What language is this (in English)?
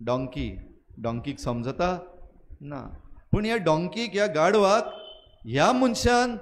Konkani